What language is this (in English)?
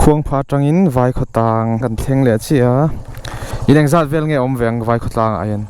Mizo